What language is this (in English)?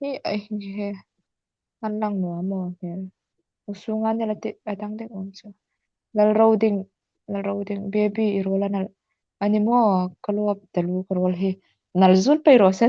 Hmar